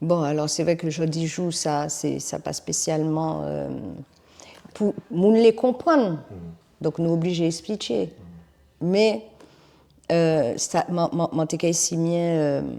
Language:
Guadeloupean Creole French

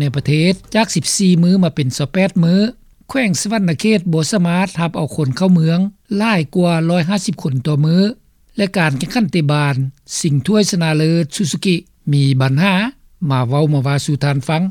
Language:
Lao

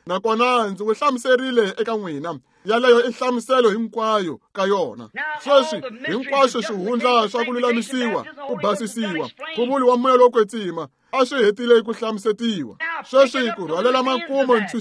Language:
Tsonga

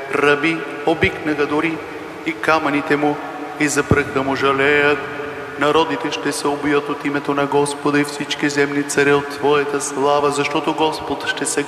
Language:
Bulgarian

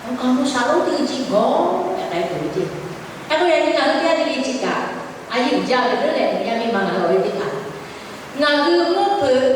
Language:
Lahu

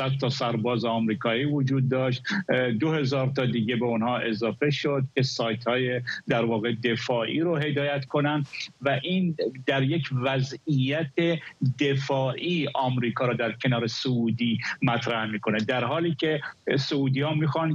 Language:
Persian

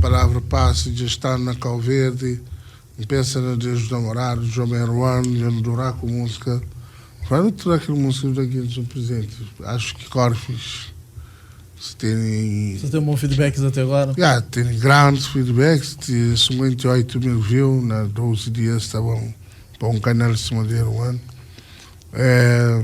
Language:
Kabuverdianu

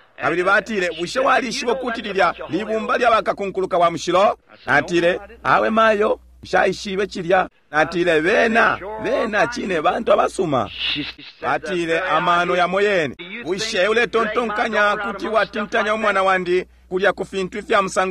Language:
Bemba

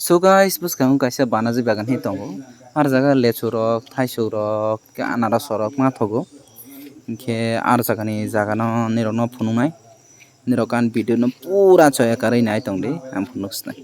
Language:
Kok Borok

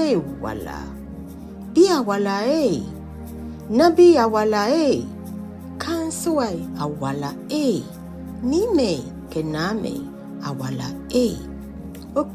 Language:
Ga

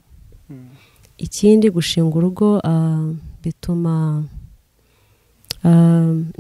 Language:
Kinyarwanda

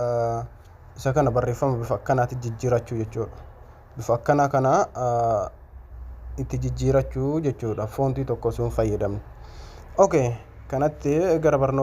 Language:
Oromo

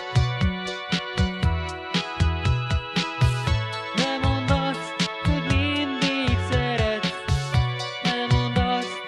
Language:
Hungarian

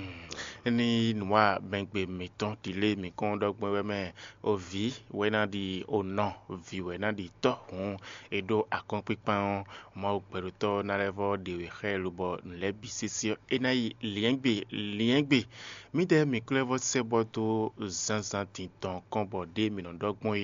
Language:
Fon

